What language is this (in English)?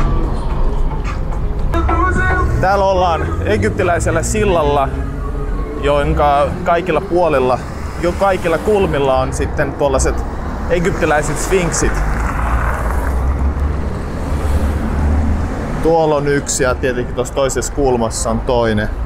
Finnish